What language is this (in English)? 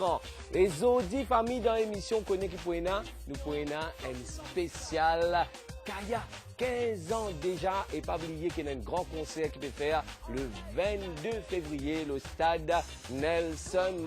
Morisyen